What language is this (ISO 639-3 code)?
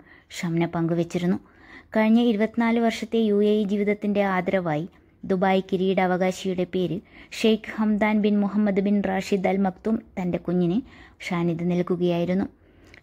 mal